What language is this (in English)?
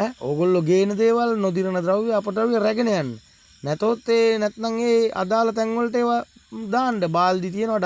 Sinhala